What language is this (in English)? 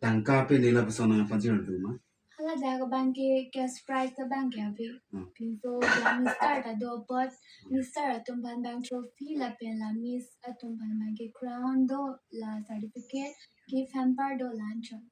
Karbi